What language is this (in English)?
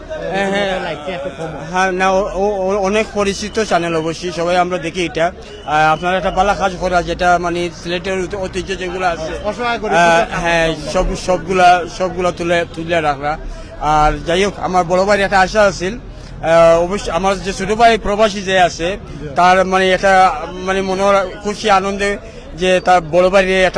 Sylheti